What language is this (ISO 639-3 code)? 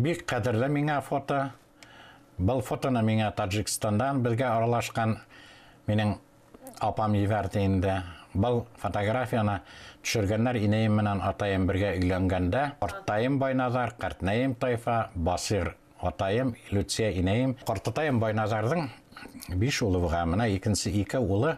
bak